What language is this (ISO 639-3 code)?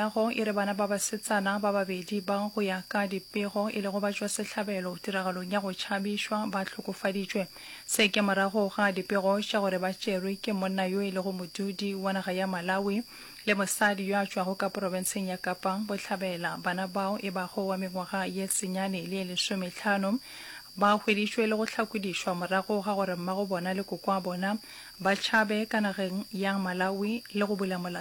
nso